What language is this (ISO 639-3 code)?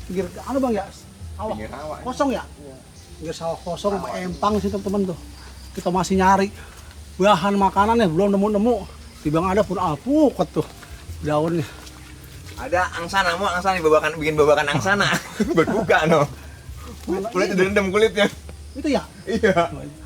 bew